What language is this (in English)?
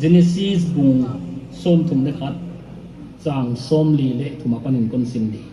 Paite Chin